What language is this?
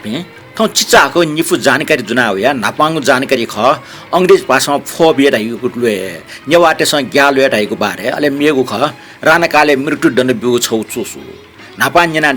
Newari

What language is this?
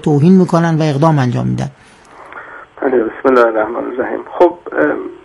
Persian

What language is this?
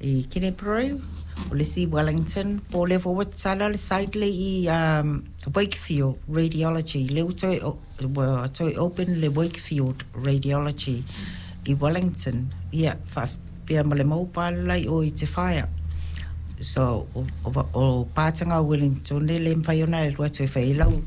Samoan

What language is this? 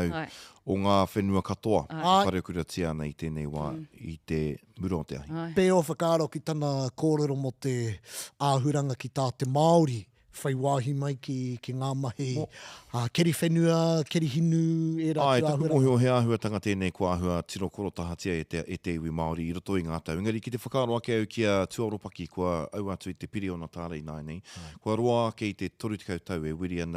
Māori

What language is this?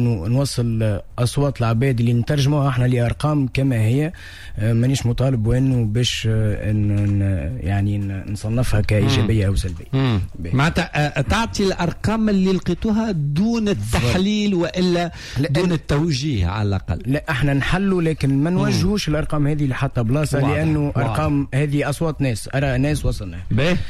Tunisian Arabic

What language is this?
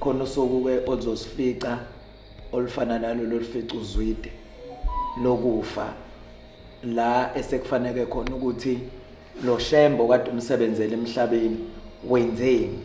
Zulu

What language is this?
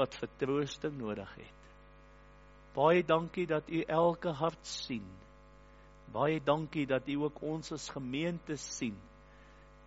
Afrikaans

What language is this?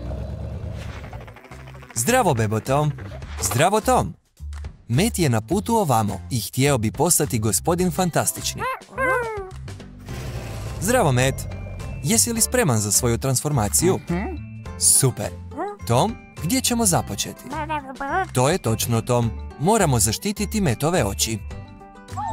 Croatian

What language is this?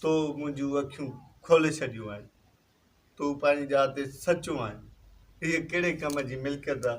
Sindhi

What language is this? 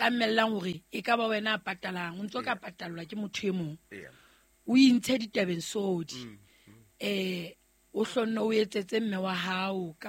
Southern Sotho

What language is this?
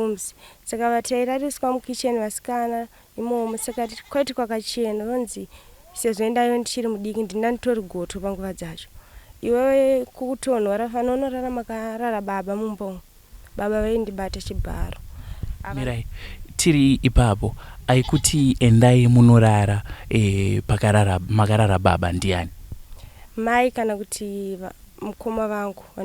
Shona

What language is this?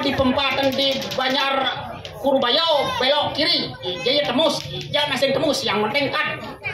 Balinese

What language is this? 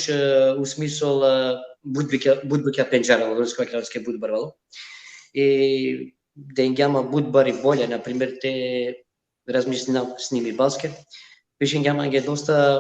Balkan Romani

